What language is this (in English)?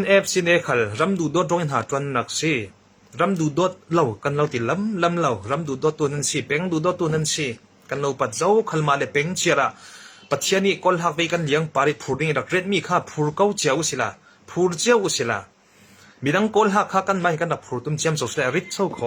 Hakha Chin